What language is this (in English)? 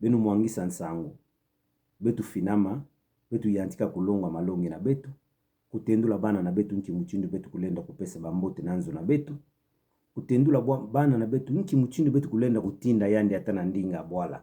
Kituba (Democratic Republic of Congo)